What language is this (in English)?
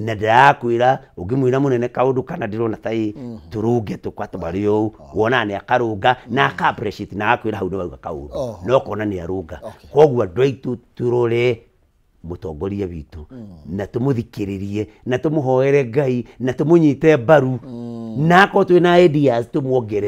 Kikuyu